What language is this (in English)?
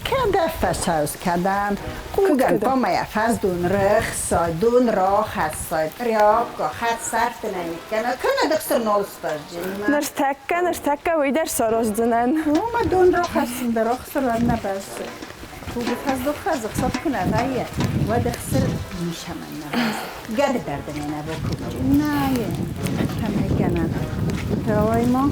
Ossetic